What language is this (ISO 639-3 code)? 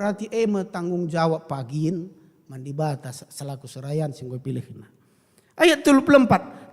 btx